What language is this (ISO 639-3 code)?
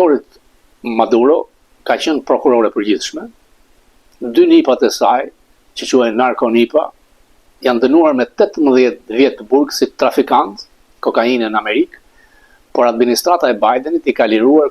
sqi